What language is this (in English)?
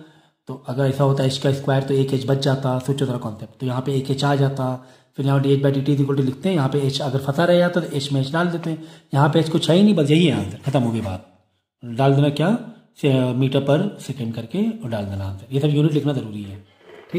Hindi